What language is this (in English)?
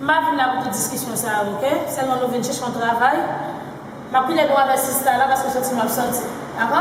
Haitian Creole